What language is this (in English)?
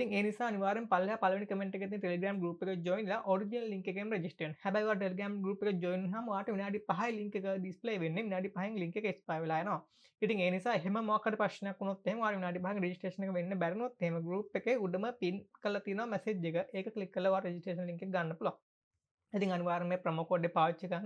Sinhala